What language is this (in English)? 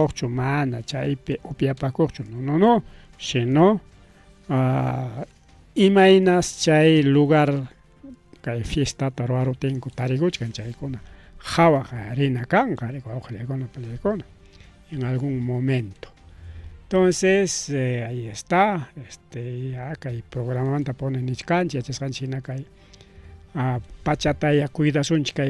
Ayacucho Quechua